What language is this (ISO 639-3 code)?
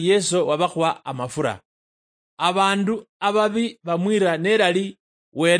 luy